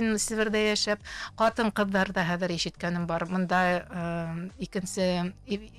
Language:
Bashkir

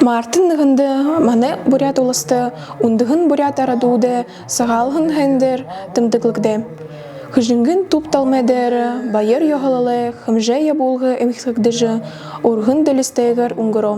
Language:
Buriat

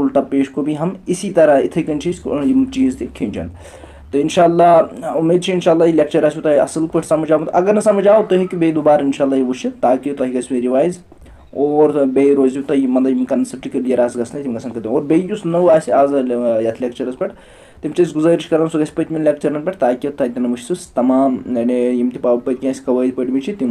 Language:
Kashmiri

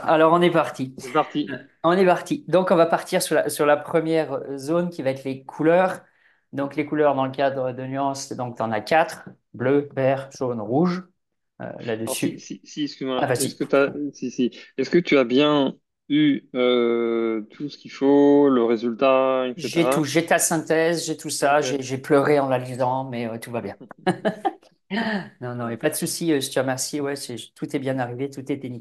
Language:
French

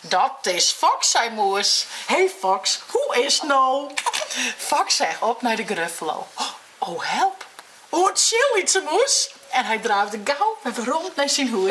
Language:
Western Frisian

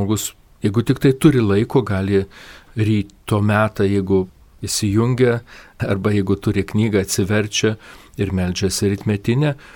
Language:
Lithuanian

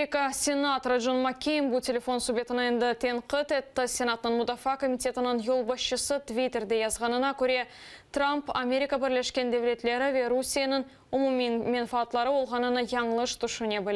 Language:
Crimean Tatar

